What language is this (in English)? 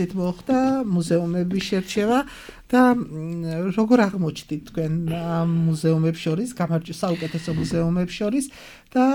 Georgian